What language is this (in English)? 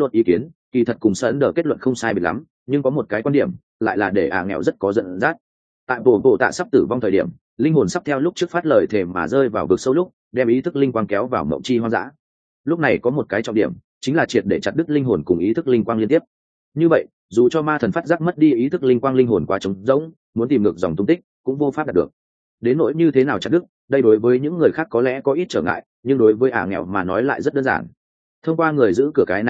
Vietnamese